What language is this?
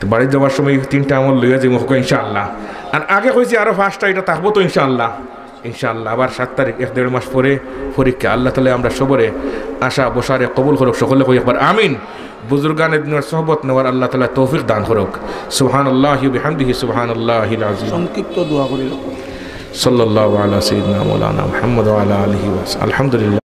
Sylheti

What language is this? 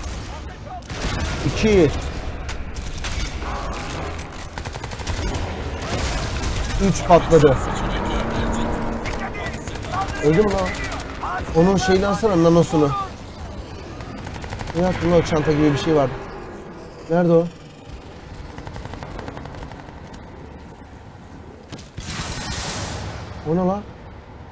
Turkish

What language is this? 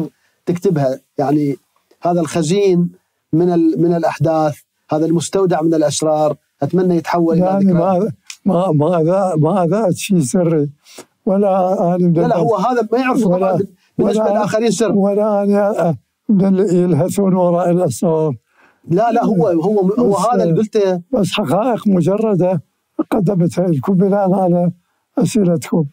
Mesopotamian Arabic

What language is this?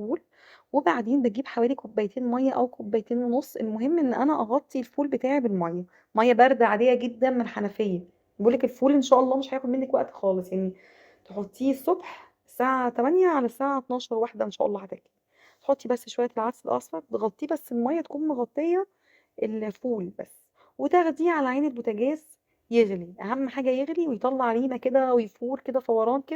Egyptian Arabic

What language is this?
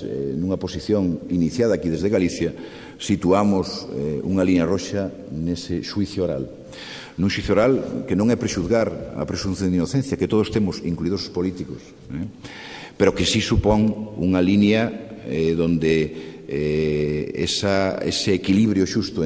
Galician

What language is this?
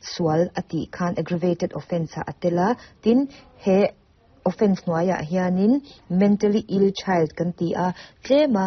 Mizo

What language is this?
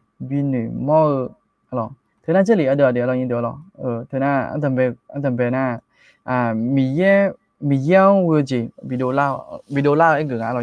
Akha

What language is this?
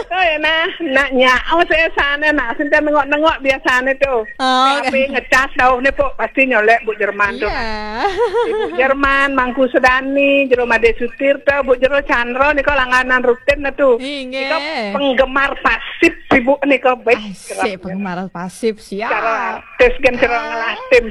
Balinese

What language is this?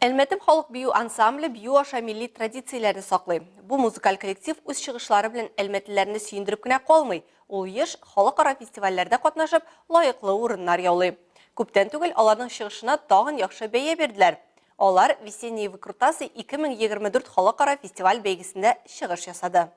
Tatar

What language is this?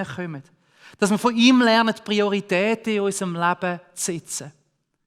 Swiss German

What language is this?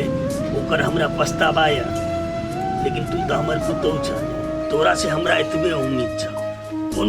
Maithili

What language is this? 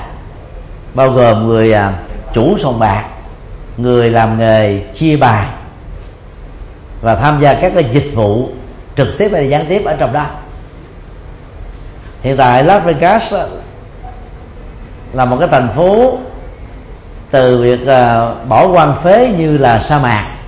Vietnamese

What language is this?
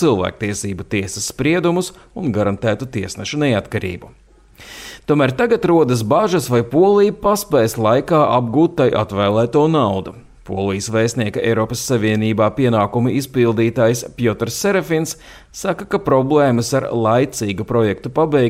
Latvian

